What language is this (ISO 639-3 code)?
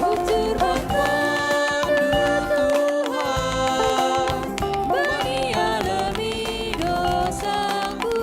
btx